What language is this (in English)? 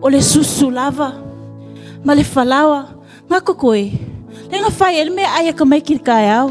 Samoan